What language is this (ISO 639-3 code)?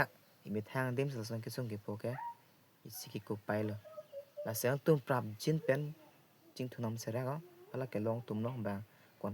mjw